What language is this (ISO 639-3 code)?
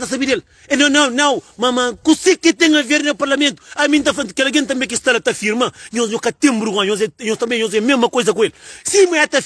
kea